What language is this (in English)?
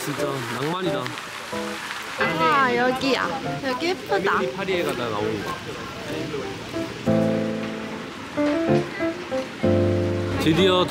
Korean